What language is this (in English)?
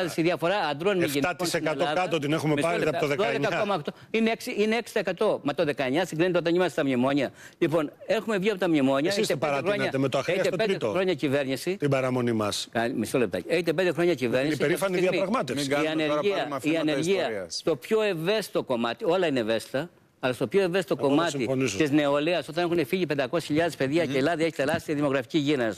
Greek